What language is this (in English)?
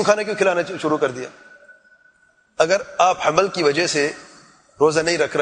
Urdu